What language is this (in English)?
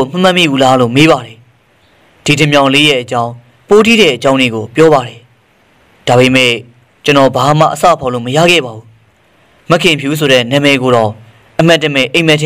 Burmese